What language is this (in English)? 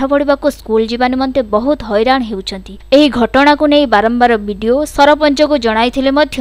Odia